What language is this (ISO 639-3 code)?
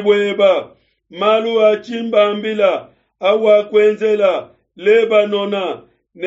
lua